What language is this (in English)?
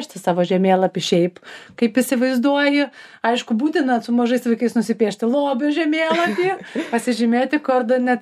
Lithuanian